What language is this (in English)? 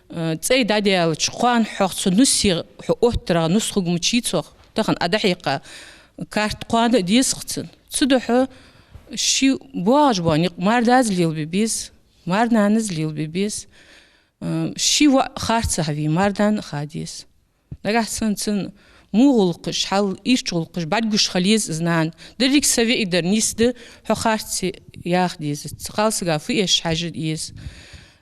Ingush